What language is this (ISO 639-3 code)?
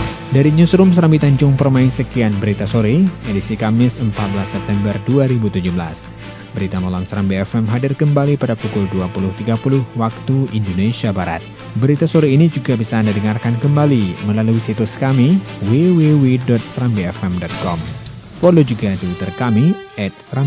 ind